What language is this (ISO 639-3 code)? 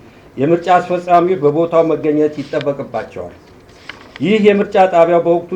amh